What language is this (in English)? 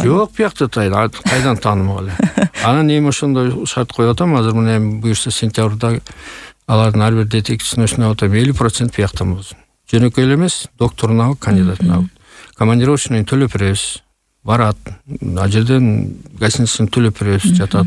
Kyrgyz